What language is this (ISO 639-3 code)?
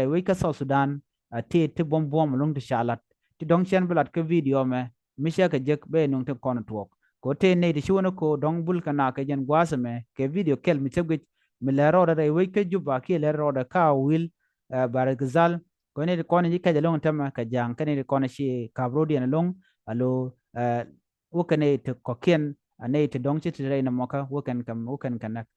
nus